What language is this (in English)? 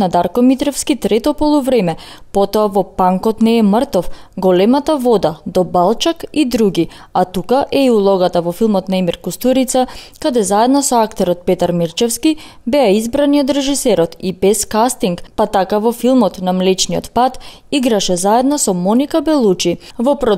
Macedonian